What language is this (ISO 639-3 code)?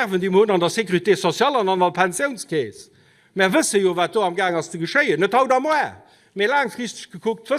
ltz